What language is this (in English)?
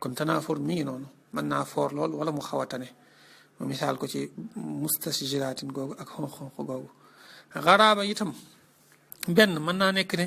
Wolof